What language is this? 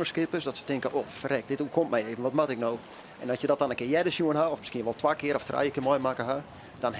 Western Frisian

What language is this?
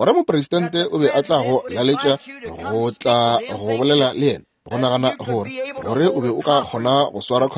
Northern Sotho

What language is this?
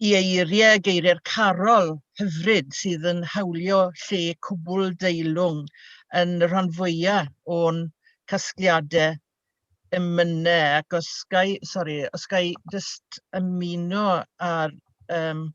Welsh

